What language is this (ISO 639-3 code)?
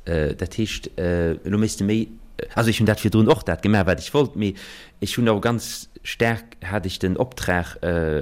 ltz